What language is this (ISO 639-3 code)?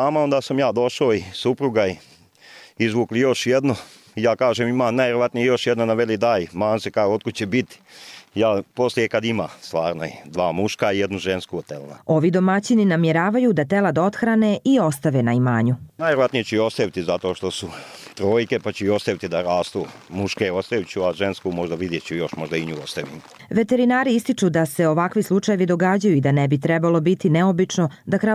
hrv